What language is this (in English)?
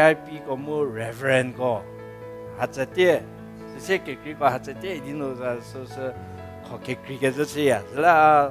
Angami Naga